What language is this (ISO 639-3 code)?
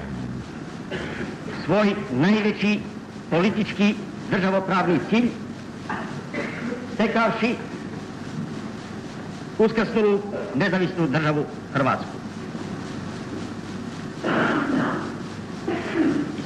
hrv